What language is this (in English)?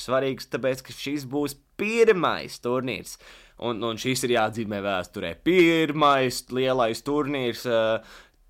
Latvian